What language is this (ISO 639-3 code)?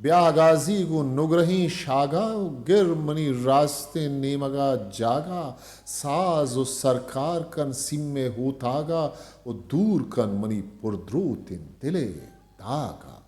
bgp